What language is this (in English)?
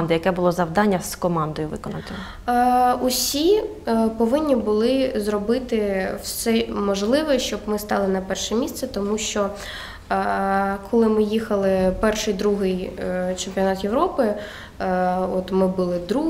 Ukrainian